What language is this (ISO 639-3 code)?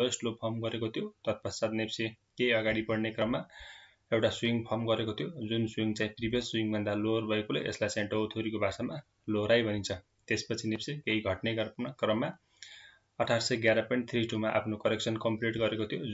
nep